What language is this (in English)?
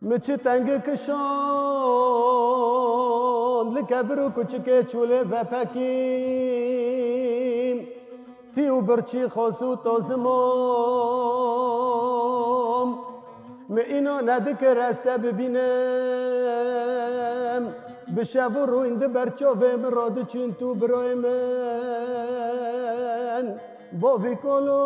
Kurdish